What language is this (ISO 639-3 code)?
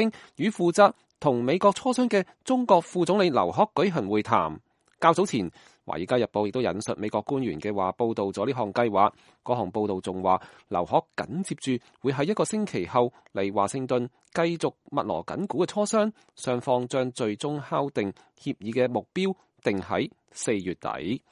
yue